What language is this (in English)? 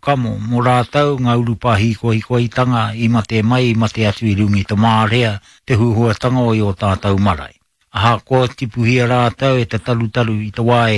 Māori